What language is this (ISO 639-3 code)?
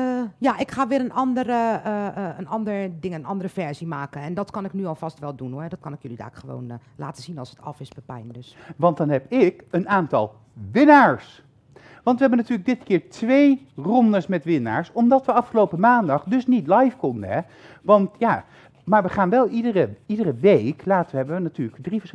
nld